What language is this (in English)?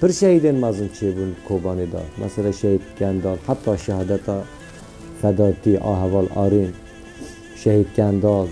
Kurdish